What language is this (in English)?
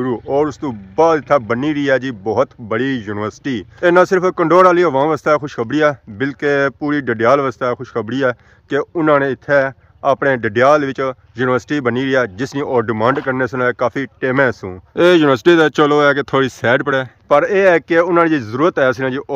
Pahari-Potwari